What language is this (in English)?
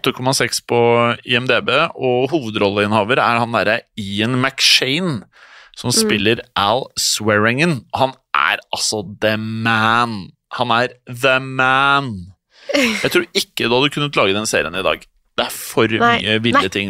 Norwegian